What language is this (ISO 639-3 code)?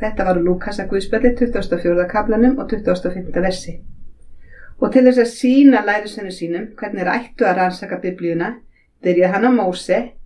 isl